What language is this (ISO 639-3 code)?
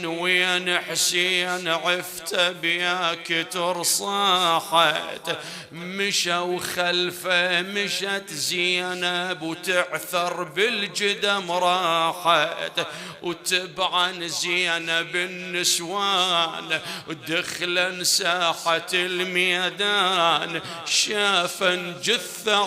acm